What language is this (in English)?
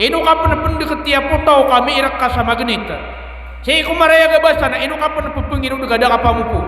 Maranao